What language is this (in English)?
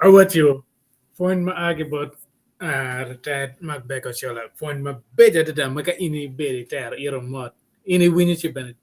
Acoli